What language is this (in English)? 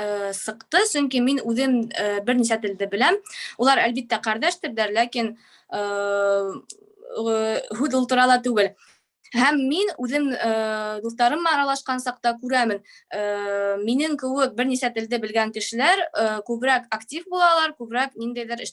Bashkir